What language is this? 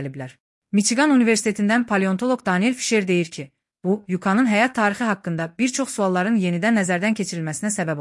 Azerbaijani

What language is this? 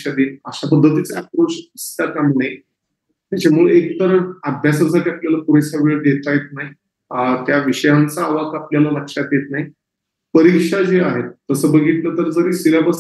Marathi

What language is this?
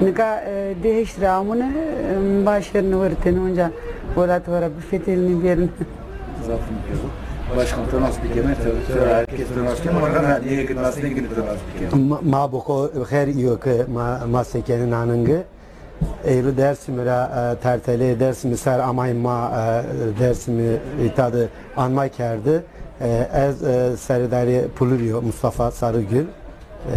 Zaza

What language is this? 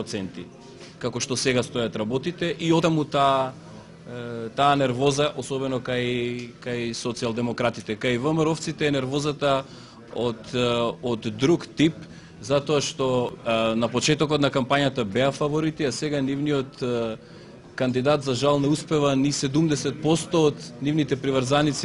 Macedonian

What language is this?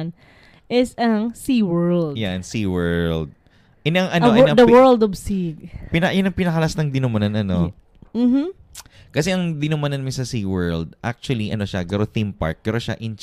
Bikol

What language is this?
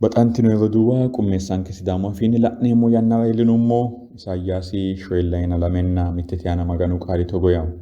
Sidamo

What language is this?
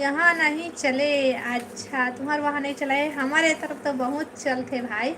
Chhattisgarhi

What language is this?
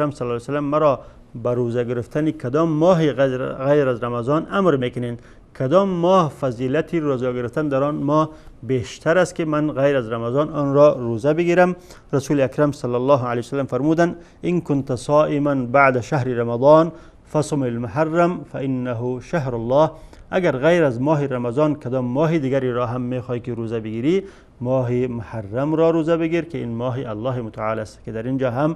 Tajik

